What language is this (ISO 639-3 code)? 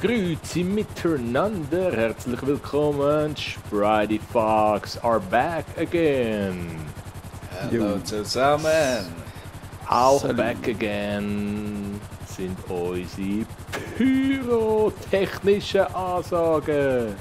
gsw